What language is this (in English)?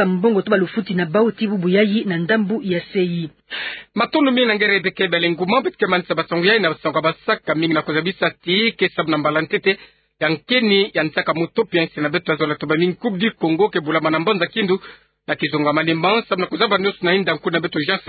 Kituba (Democratic Republic of Congo)